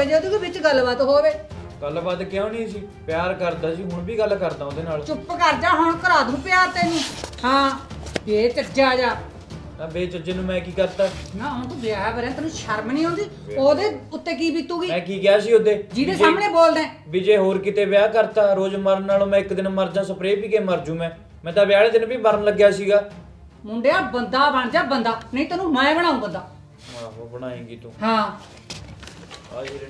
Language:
Punjabi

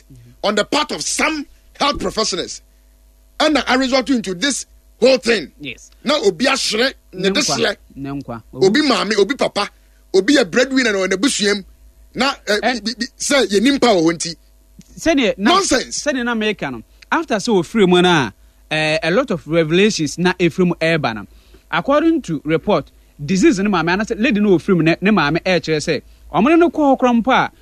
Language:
Akan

